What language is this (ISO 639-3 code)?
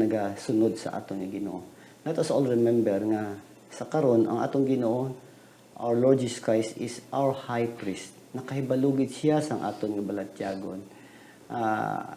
hil